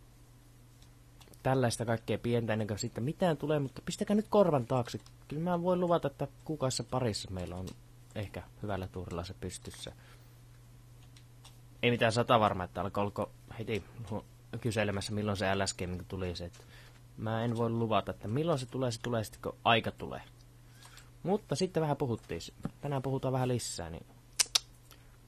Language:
Finnish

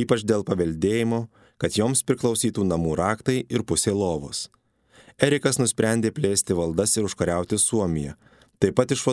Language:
Lithuanian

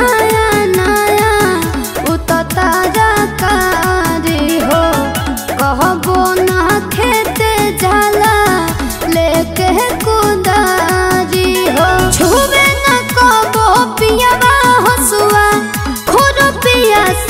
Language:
Bhojpuri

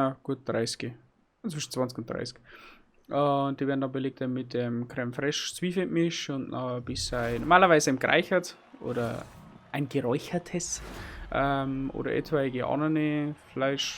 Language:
Bavarian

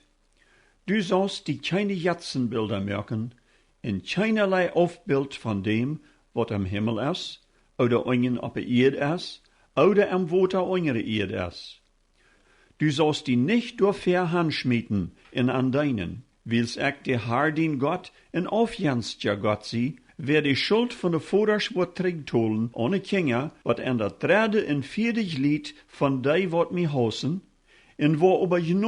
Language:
Plautdietsch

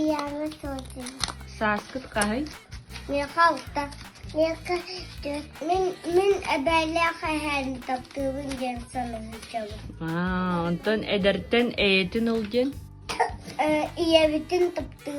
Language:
Yakut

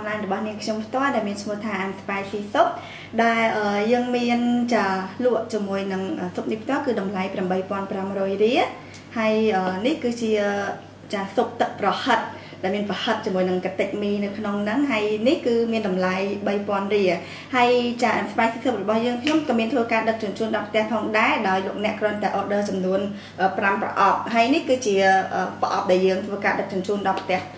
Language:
Khmer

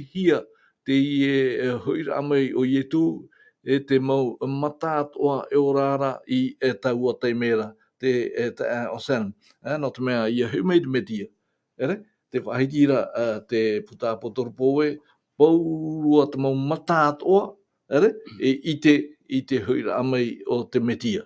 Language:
Tahitian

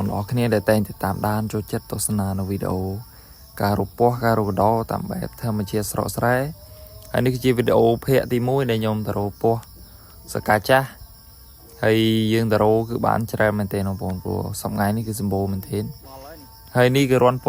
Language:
Khmer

